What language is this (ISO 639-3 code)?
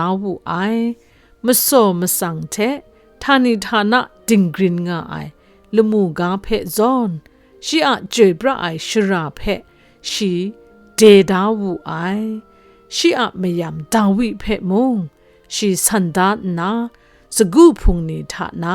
kac